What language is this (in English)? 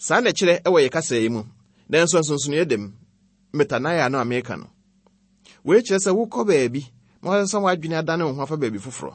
Akan